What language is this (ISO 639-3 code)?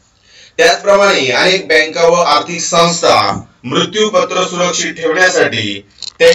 mar